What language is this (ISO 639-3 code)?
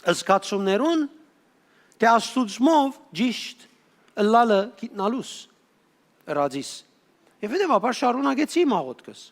hyw